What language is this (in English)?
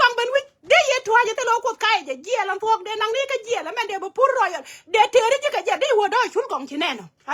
Nuer